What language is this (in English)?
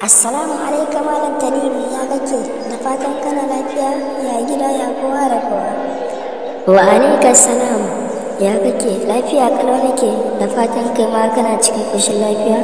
Hausa